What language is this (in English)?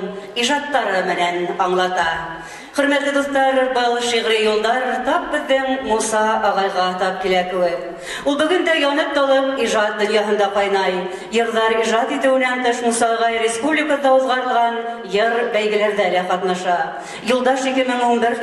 Bashkir